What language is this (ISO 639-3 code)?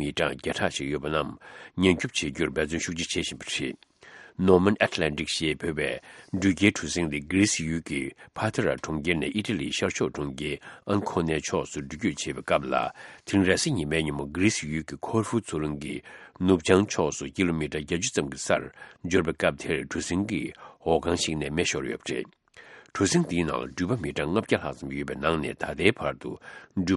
bod